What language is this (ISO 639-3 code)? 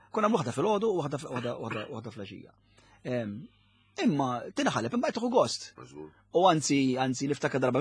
mlt